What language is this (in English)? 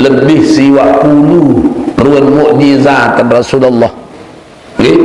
Sasak